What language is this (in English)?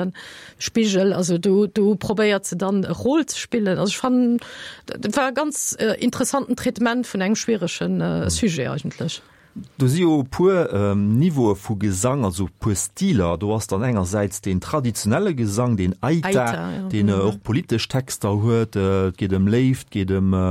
Luxembourgish